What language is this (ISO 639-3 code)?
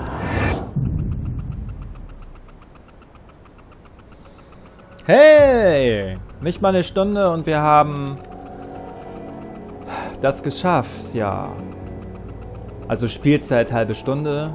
deu